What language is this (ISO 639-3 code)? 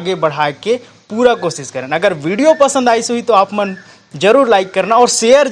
hne